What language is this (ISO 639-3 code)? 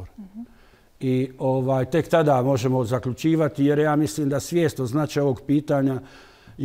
bos